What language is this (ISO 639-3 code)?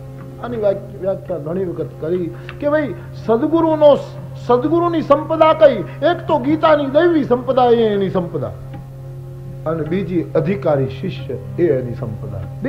guj